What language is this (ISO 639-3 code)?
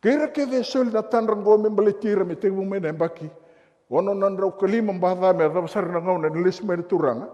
fij